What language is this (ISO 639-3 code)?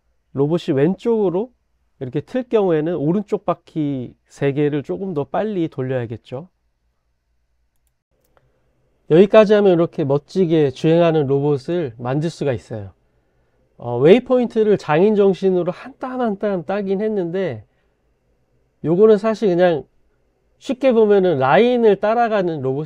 kor